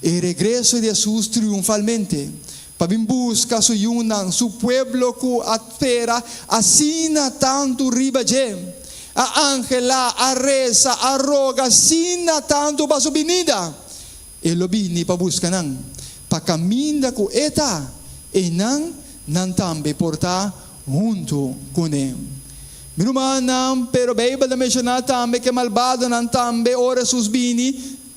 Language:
Papiamento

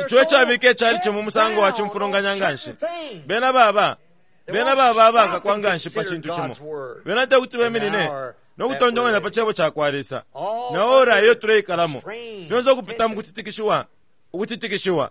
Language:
Bemba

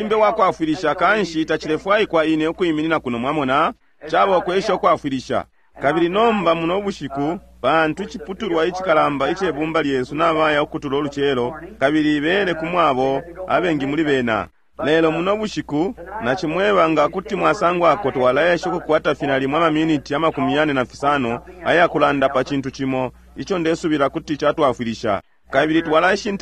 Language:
Bemba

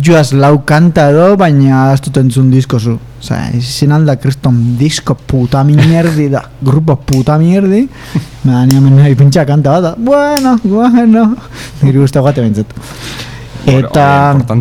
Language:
Basque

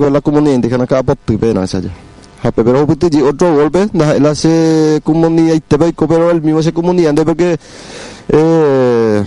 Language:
Guarani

